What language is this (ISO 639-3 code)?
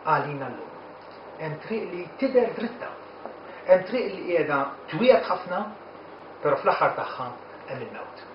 mlt